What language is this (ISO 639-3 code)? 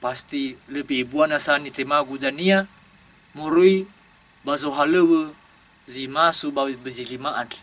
nia